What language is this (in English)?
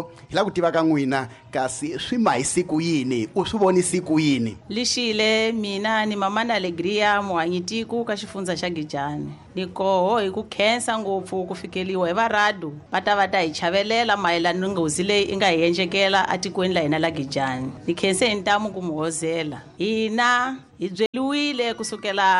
Tsonga